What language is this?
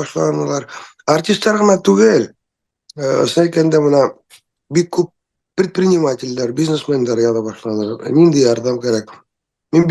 Bashkir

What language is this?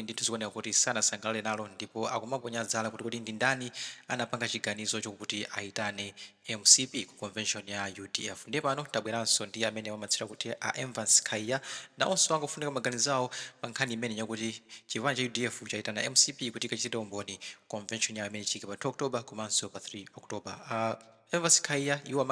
Nyanja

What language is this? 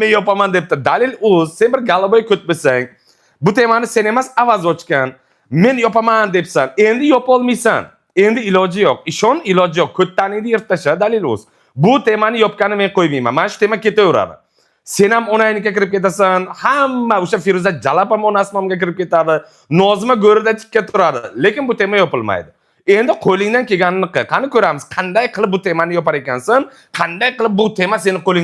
Uzbek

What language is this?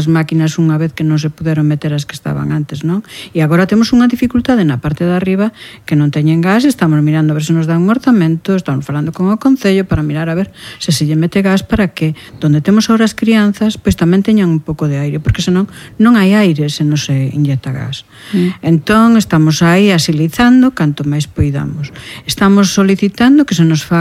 Galician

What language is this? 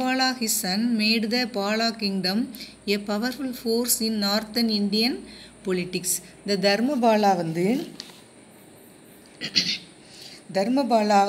Tamil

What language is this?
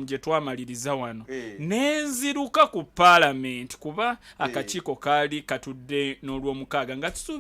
Ganda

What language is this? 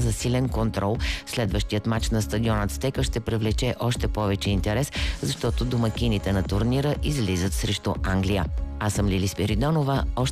Bulgarian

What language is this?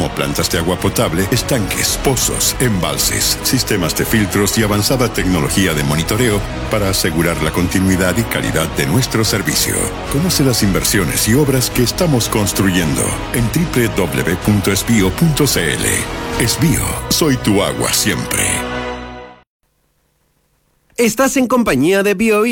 Spanish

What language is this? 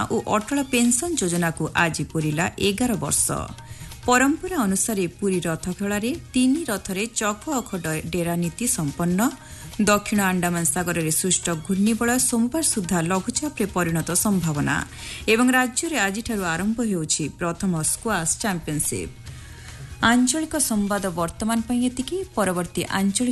Odia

